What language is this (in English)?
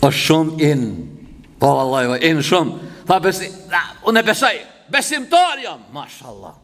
Albanian